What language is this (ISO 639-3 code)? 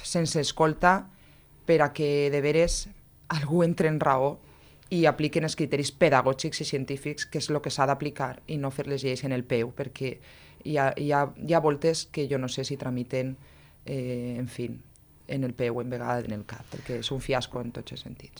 cat